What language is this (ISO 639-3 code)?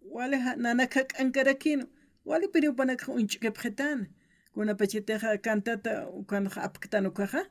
aym